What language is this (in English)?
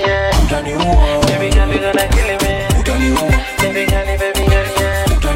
Swahili